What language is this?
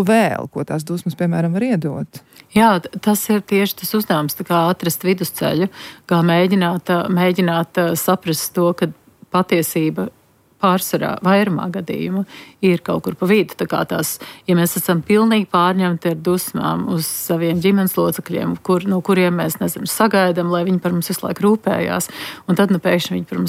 Latvian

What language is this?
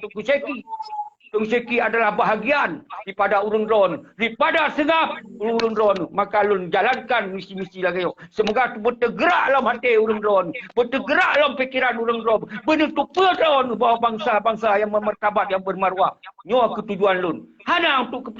Achinese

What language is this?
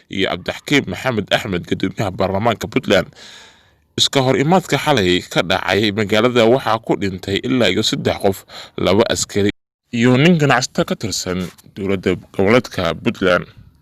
Somali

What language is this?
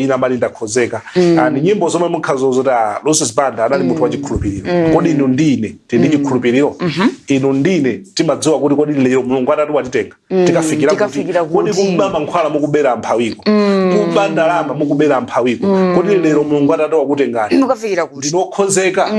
Nyanja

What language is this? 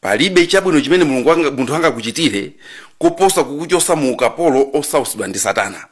Nyanja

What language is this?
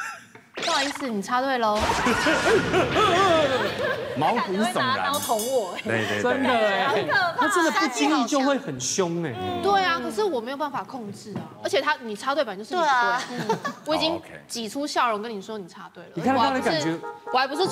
Chinese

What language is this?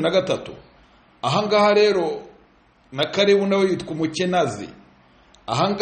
Kinyarwanda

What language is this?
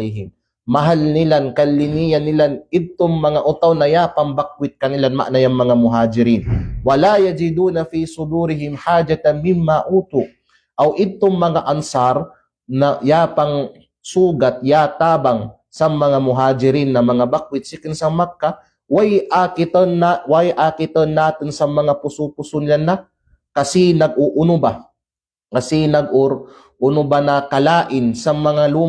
Kalagan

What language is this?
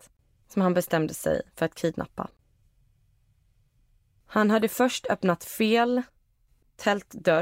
Swedish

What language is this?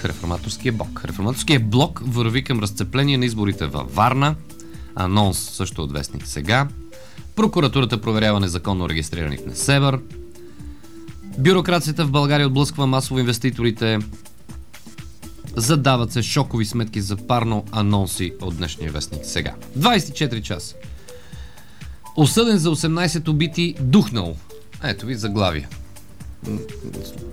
Bulgarian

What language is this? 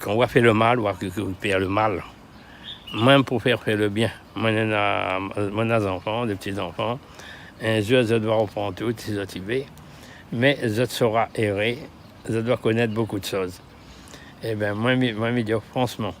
Réunion Creole French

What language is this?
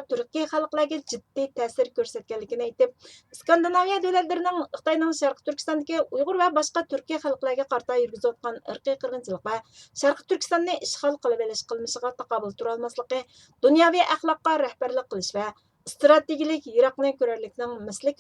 Uyghur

